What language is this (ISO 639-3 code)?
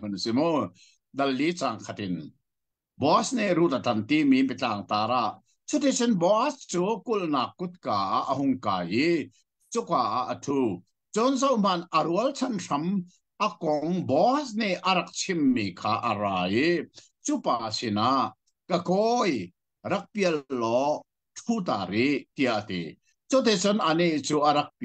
cnh